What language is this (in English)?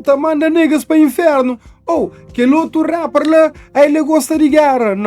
Kabuverdianu